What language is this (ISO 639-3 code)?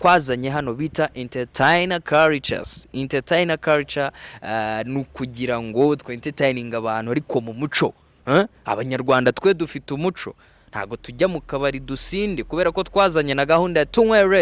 kin